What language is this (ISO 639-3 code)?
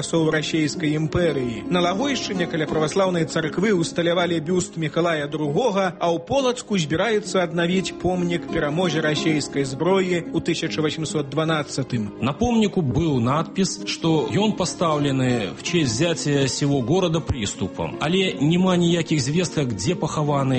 bel